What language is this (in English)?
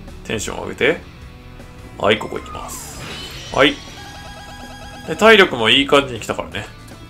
Japanese